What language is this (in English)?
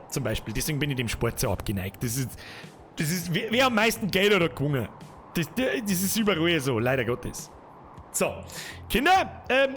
Bavarian